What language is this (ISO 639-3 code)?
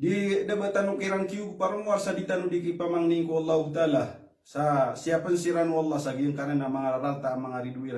mrw